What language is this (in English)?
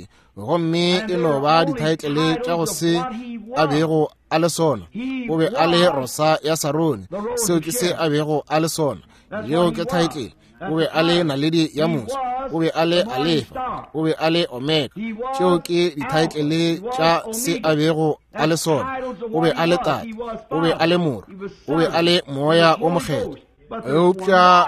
Northern Sotho